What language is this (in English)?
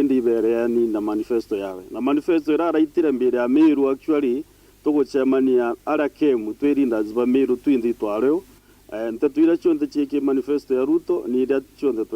Meru